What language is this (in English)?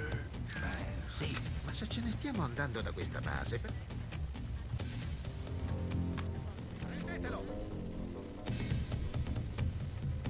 Italian